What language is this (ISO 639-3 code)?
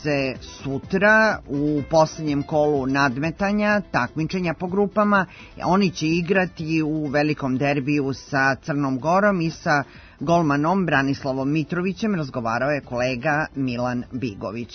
srp